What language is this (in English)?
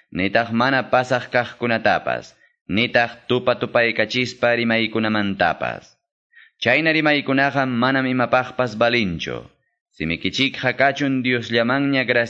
Quechua